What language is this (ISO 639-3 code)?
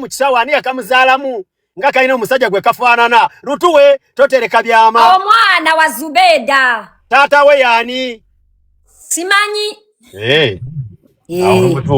lug